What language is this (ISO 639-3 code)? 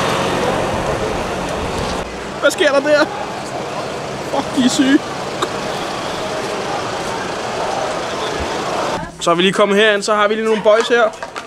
dan